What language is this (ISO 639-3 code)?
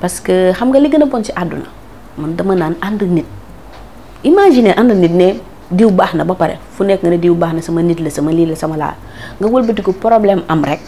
wol